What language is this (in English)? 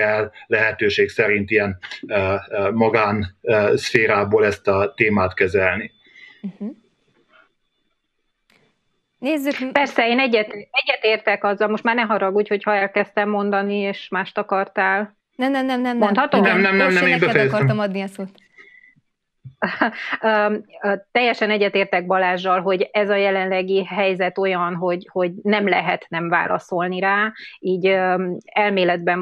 Hungarian